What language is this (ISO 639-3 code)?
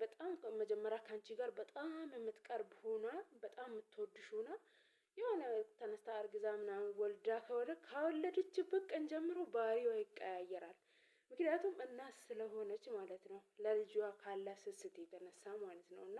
amh